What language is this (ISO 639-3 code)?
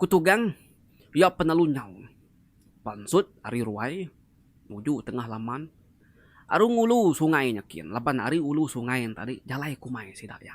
iba